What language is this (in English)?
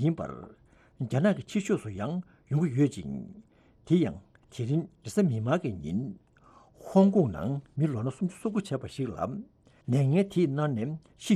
Tibetan